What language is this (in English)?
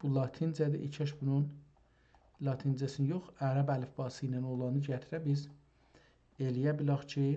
South Azerbaijani